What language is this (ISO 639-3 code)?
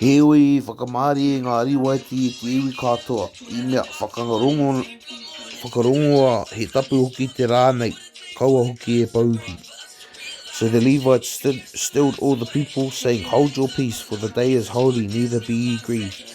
mri